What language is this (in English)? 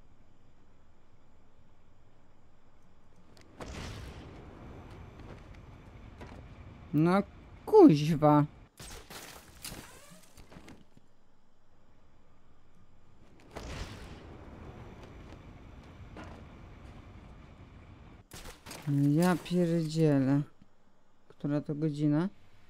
Polish